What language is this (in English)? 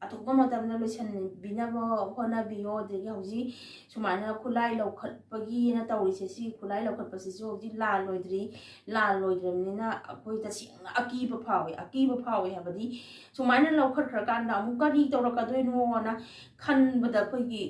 Manipuri